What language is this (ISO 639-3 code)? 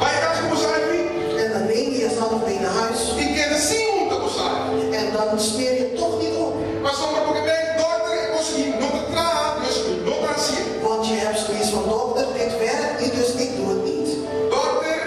pap